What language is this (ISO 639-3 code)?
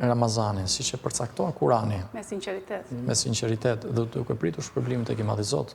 sqi